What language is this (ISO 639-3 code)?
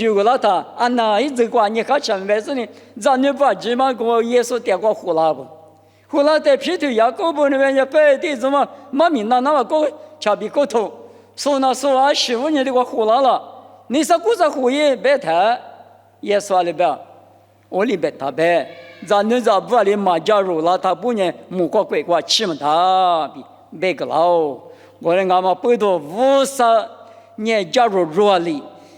lis